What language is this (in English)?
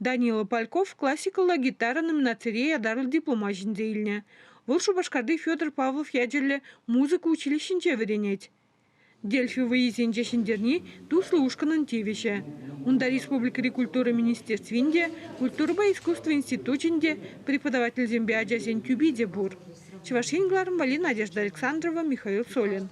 Chuvash